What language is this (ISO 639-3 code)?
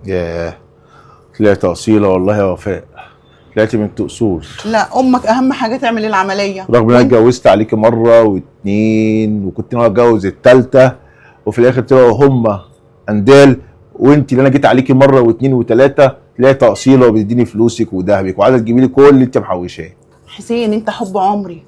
arz